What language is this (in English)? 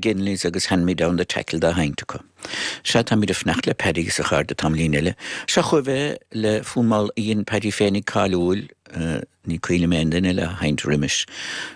Irish